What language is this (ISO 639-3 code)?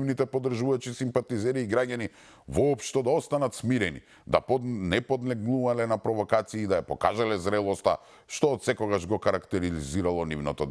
mkd